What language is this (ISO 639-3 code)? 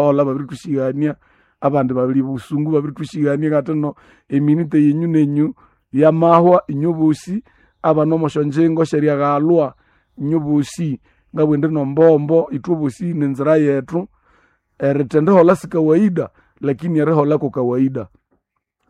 nnb